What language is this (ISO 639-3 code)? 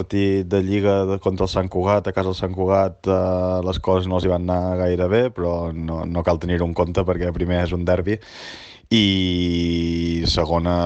cat